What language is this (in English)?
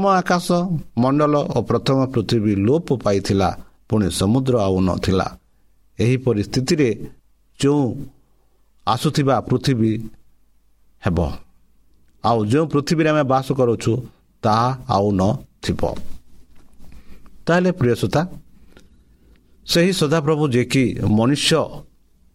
Odia